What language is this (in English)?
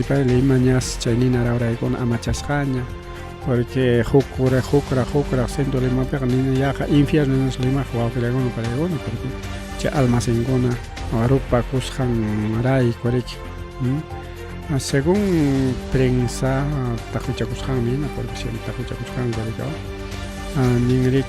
Ayacucho Quechua